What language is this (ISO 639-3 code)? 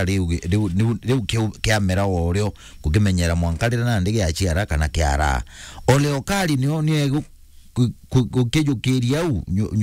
mer